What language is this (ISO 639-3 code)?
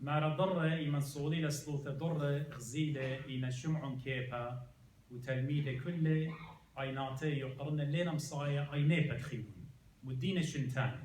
aii